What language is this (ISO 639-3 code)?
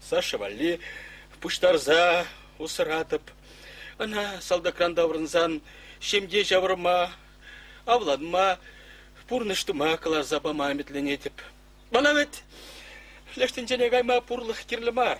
chv